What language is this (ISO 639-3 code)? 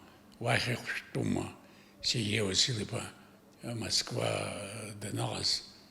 abk